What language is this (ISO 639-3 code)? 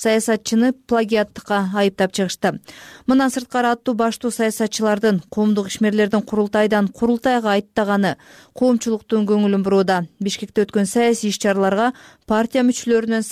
kir